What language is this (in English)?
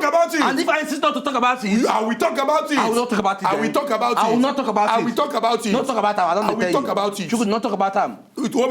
Nigerian Pidgin